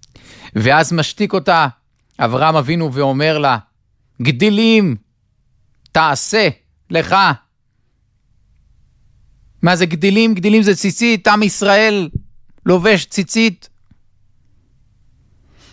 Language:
Hebrew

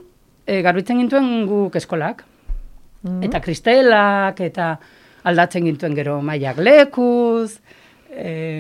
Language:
Basque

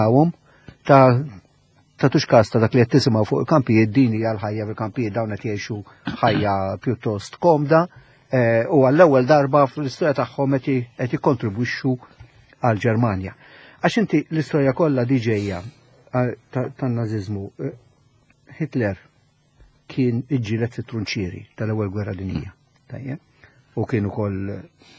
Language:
Maltese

